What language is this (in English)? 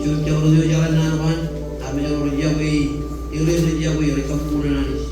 Marshallese